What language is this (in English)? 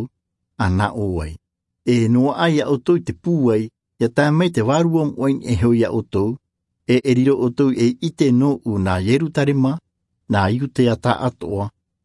Tahitian